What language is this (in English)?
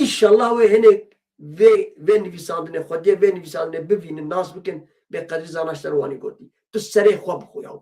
Kurdish